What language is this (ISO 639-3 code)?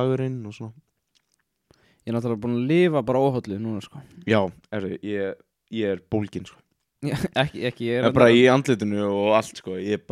isl